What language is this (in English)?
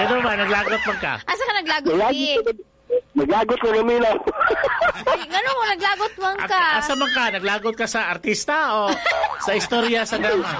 Cebuano